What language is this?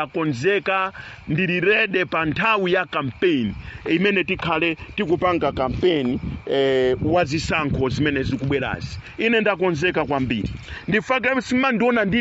Nyanja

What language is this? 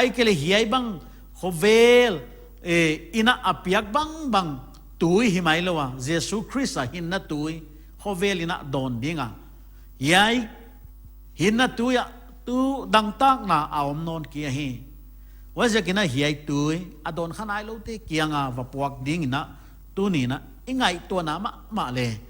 Paite Chin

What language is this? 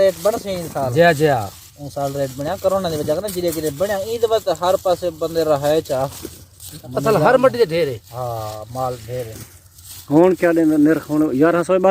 Saraiki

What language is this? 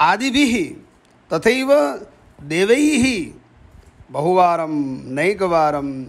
Sanskrit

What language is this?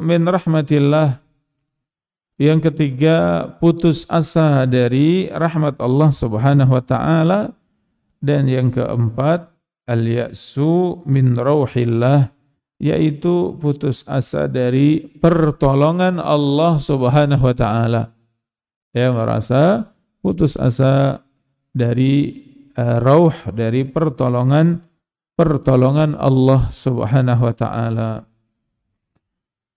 Indonesian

